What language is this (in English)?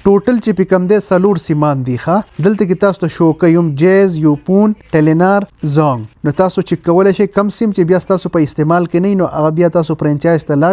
Pashto